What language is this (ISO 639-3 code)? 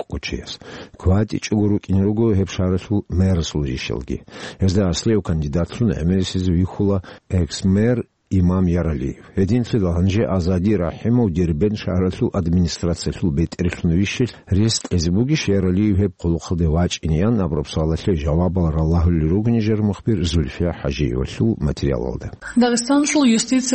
ava